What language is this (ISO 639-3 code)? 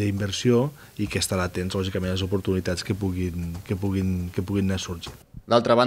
cat